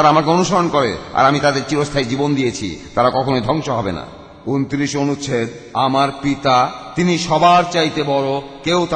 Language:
Bangla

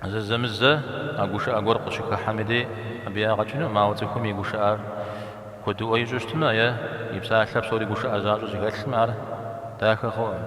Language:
Kabardian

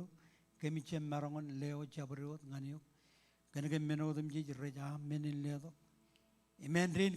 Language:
Marshallese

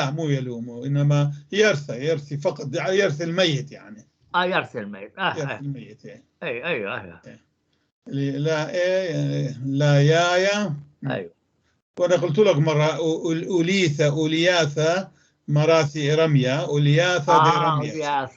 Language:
North Levantine Arabic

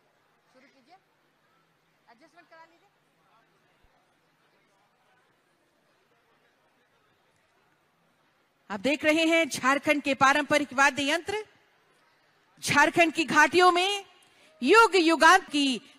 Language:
Hindi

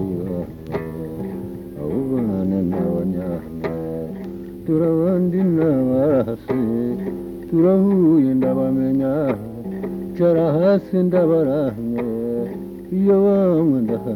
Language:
Kinyarwanda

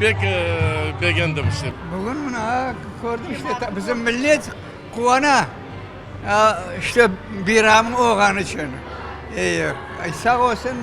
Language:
Crimean Tatar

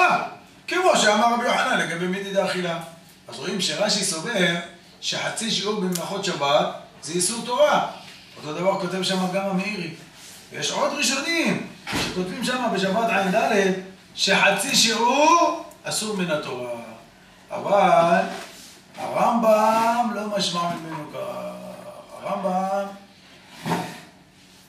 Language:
Hebrew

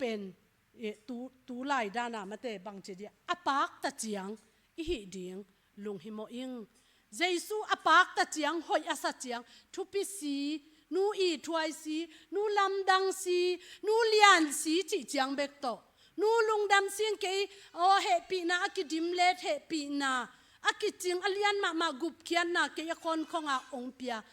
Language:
Tedim Chin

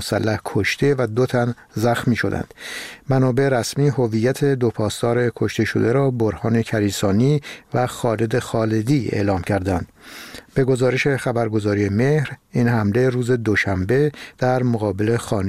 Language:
Persian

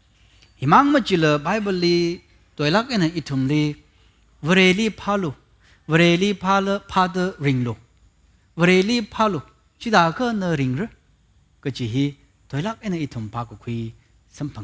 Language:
Tangkhul Naga (India)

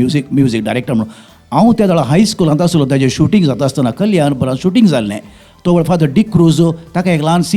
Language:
Konkani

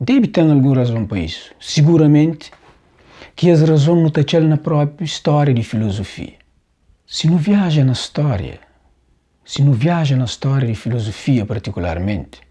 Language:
Kabuverdianu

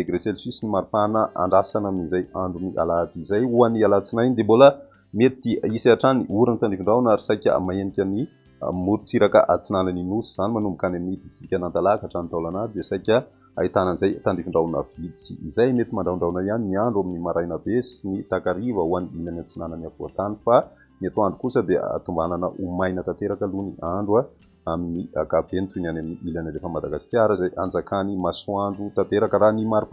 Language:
Malagasy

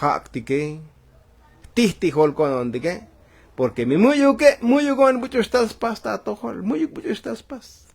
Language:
Tzotzil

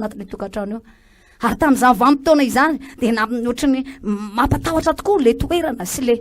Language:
Malagasy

